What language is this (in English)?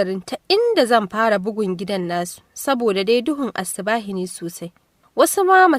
Hausa